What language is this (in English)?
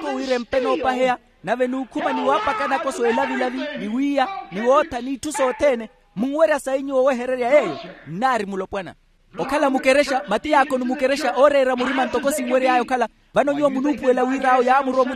Makhuwa